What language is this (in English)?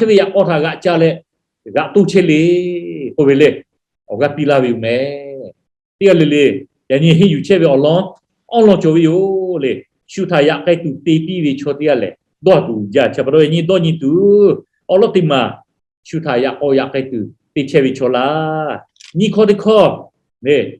Lahu